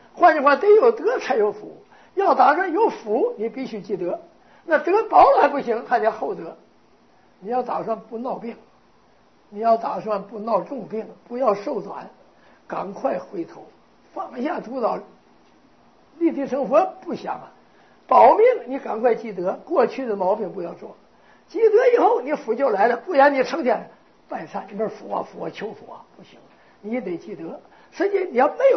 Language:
Chinese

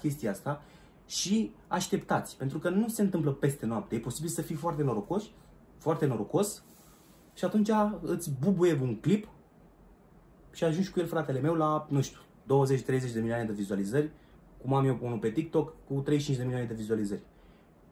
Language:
Romanian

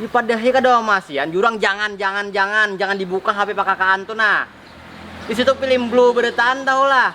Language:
Banjar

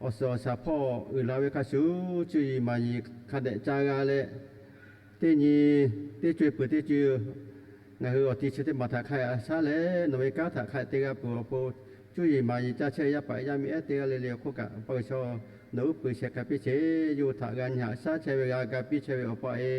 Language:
Lahu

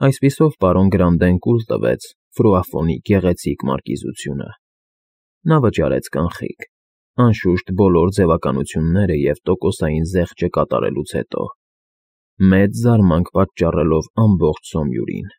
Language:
Armenian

